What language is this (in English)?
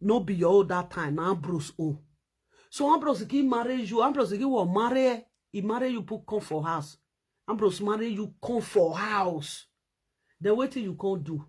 Nigerian Pidgin